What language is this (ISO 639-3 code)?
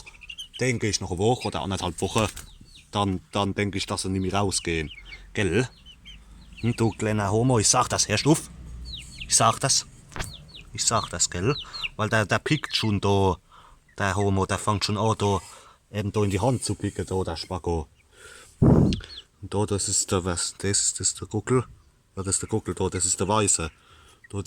pfl